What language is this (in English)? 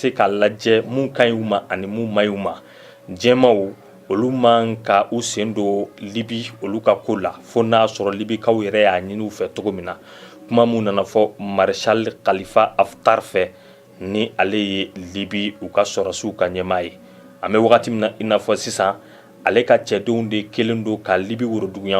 Bambara